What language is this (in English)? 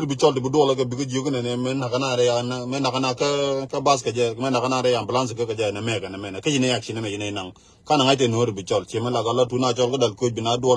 Nuer